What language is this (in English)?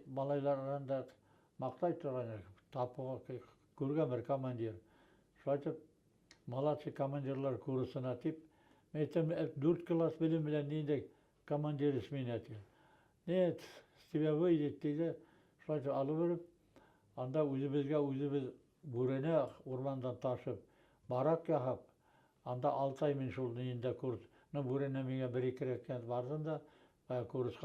Bashkir